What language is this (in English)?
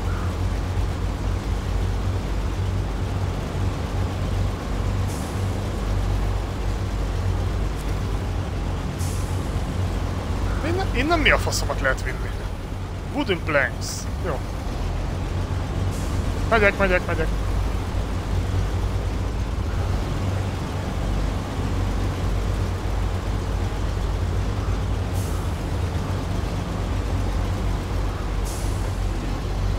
Hungarian